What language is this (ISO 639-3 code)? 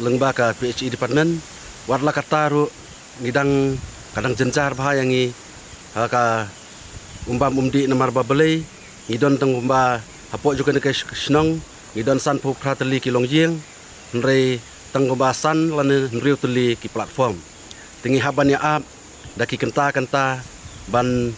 kha